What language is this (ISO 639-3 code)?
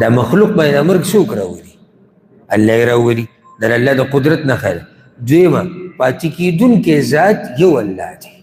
pus